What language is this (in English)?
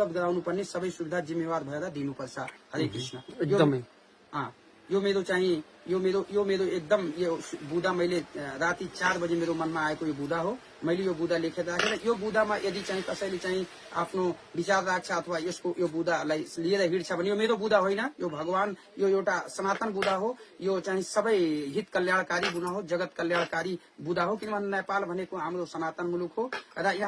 Nepali